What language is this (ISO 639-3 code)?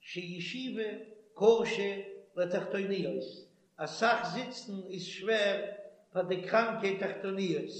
yid